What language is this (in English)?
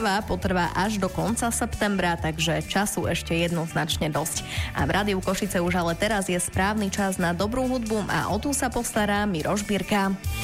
Slovak